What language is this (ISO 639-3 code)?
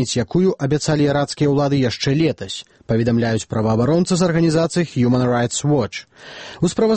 bel